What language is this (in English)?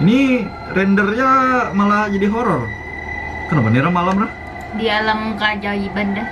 Banjar